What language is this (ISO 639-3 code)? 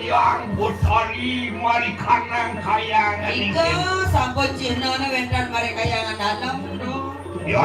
ban